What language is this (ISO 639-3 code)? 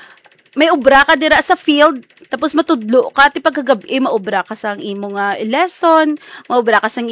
hil